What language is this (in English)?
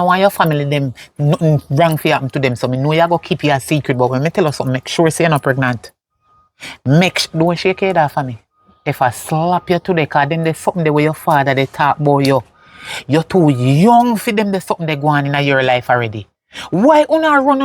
Jamaican Creole English